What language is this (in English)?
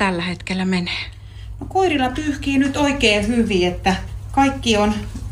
Finnish